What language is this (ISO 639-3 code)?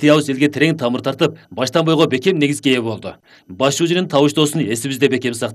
kir